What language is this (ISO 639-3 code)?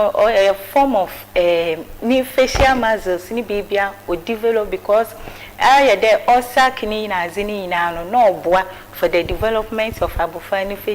aka